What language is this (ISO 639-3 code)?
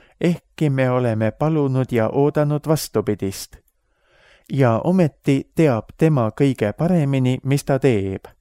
est